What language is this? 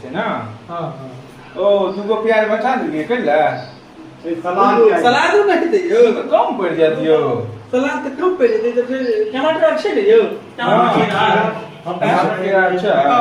Maithili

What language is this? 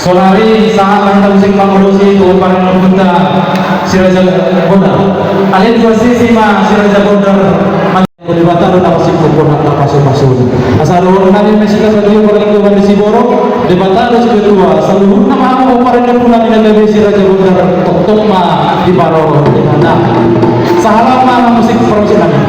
Batak Toba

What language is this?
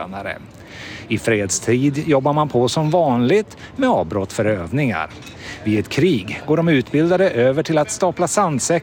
Swedish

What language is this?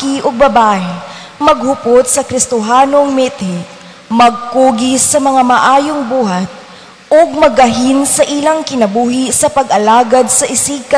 Cebuano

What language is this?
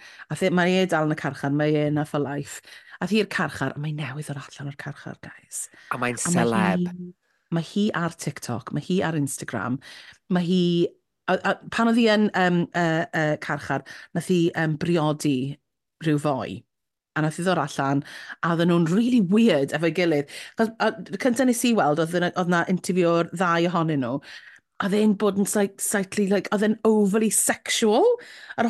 Welsh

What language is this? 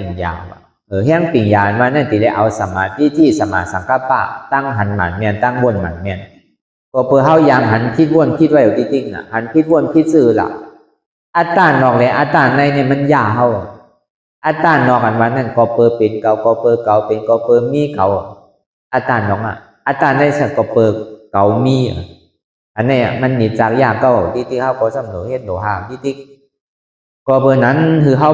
Shan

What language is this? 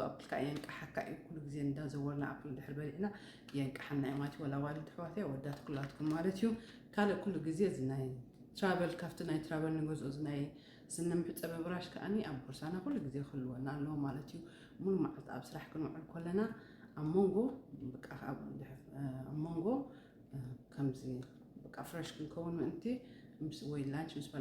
Tigrinya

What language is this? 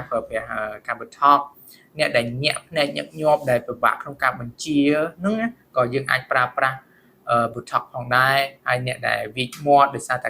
Khmer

